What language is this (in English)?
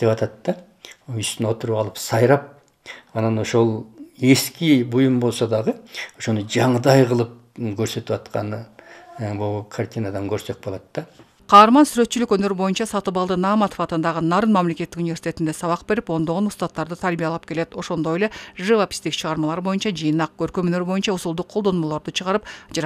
Kyrgyz